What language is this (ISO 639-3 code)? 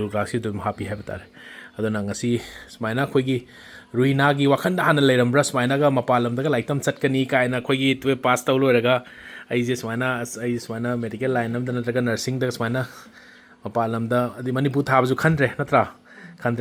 mni